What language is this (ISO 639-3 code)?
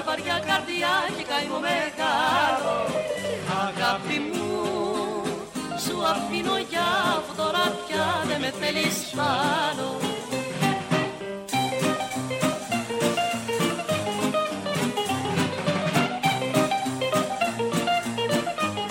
ell